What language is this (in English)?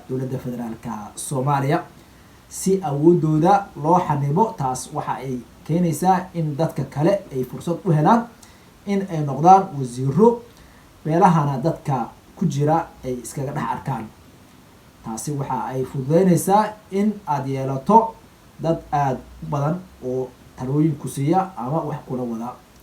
Somali